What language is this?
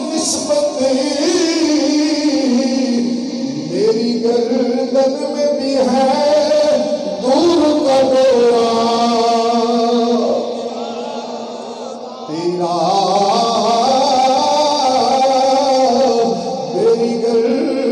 Urdu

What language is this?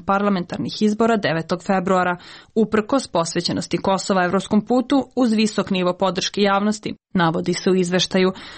Serbian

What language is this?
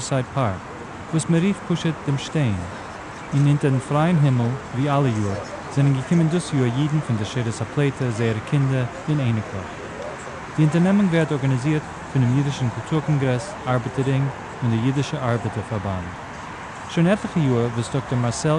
Yiddish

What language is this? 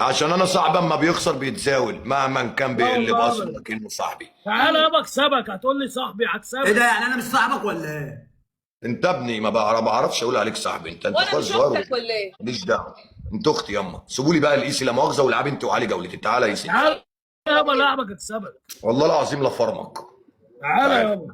Egyptian Arabic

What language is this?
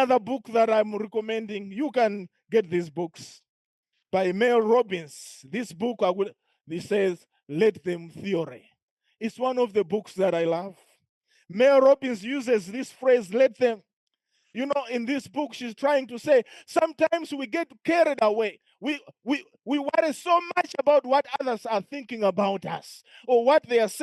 English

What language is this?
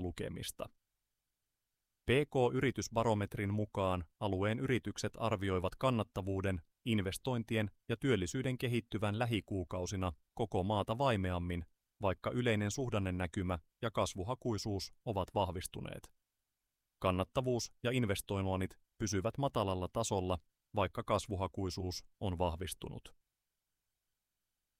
Finnish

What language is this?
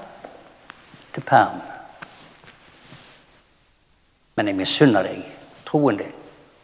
Norwegian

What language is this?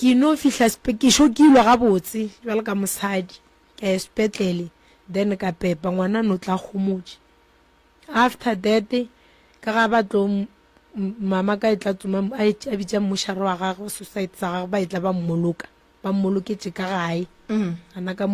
Northern Sotho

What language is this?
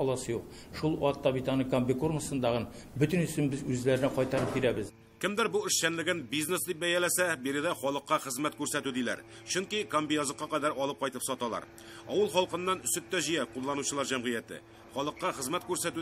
Tatar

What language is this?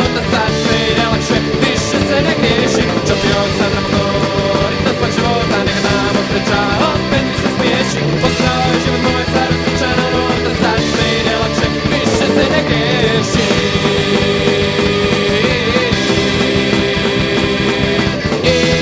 Croatian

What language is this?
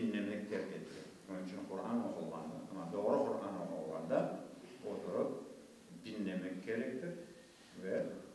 Crimean Tatar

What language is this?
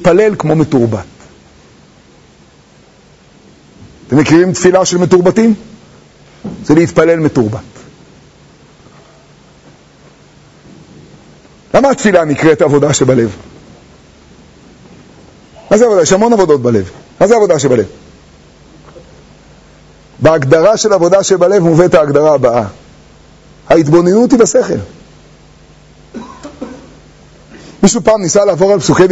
Hebrew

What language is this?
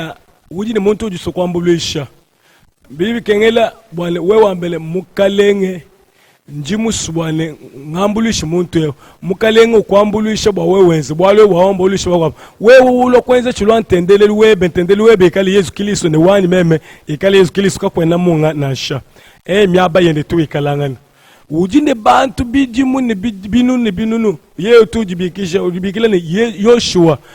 Luba-Lulua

